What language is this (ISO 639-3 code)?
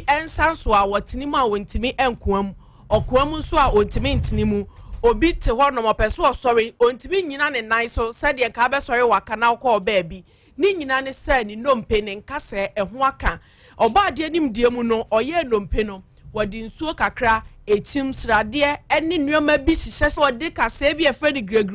aka